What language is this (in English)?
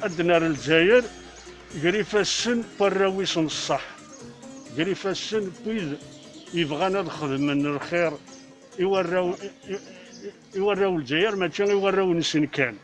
Kabyle